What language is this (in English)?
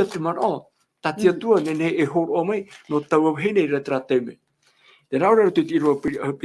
Tahitian